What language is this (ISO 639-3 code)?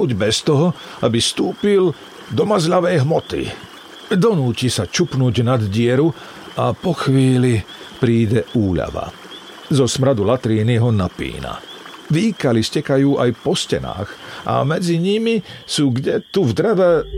slk